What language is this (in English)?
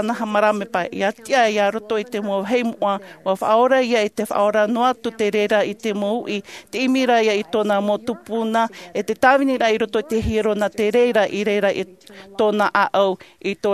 Tahitian